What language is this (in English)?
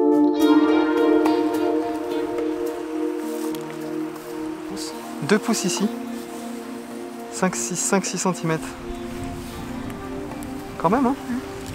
French